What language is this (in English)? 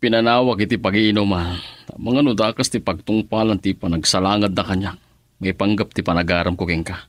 Iloko